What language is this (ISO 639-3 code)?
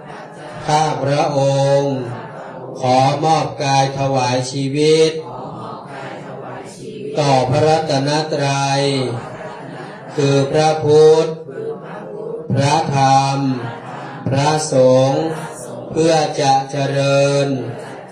tha